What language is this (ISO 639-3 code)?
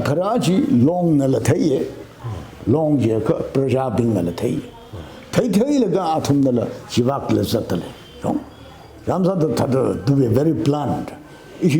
nmf